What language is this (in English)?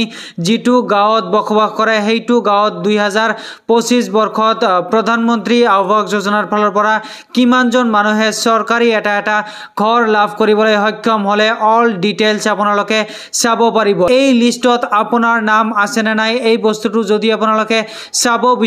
Assamese